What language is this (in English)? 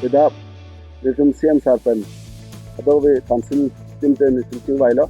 Karbi